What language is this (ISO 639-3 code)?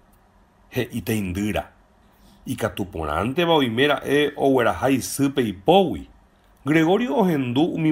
grn